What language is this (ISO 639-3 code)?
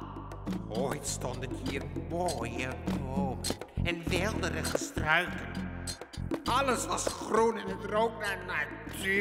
nld